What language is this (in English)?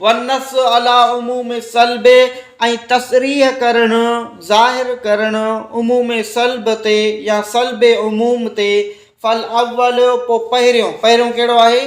Sindhi